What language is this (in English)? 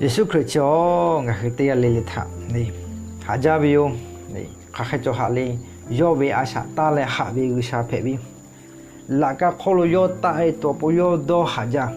Lahu